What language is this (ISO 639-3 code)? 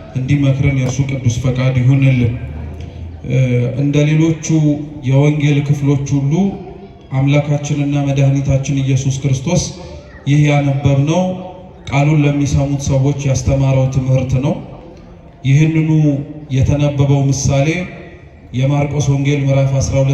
amh